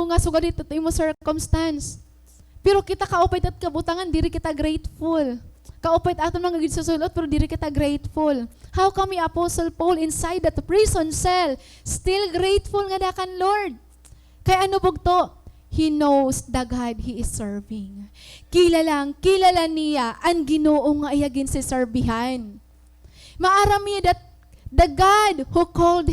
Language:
Waray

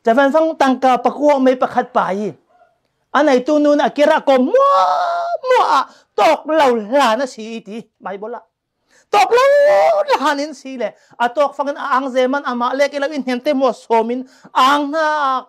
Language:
Falam Chin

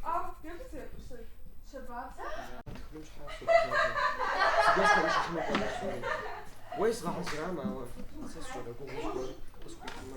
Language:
Kabardian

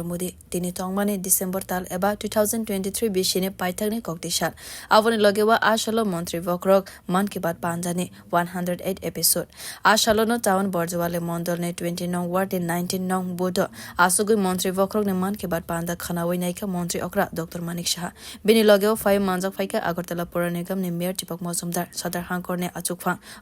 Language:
Kok Borok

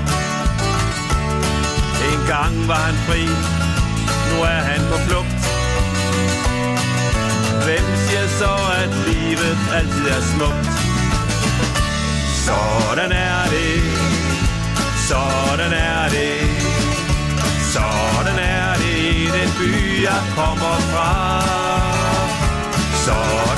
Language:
Danish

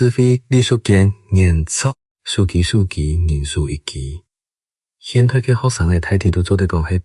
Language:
Hakka Chinese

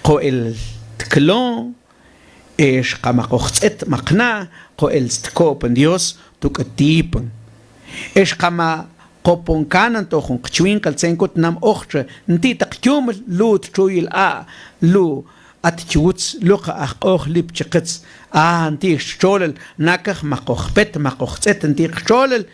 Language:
Mam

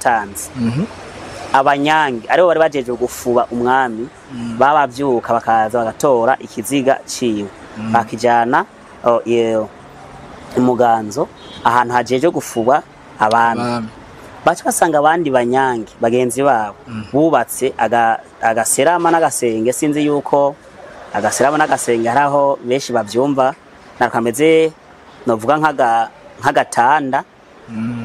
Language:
Rundi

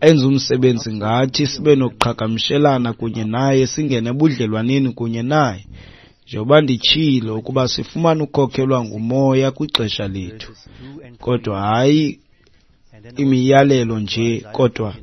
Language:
Xhosa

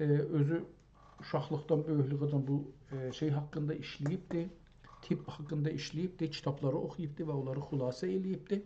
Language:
South Azerbaijani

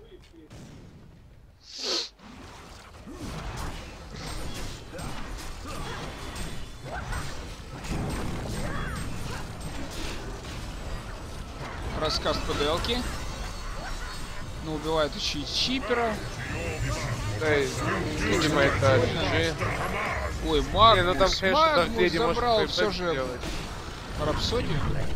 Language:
Russian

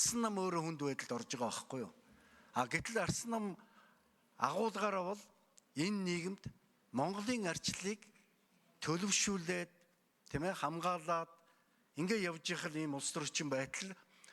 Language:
Mongolian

